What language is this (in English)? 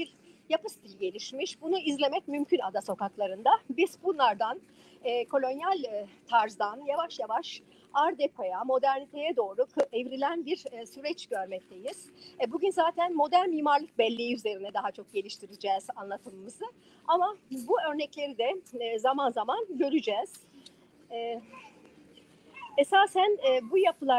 Turkish